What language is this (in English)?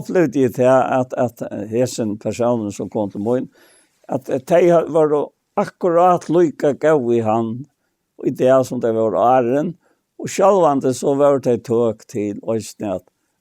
Faroese